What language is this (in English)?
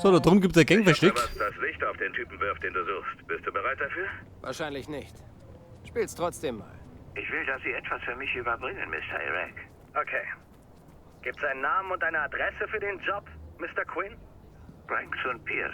Bavarian